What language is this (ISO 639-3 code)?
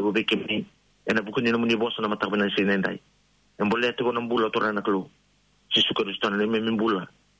fij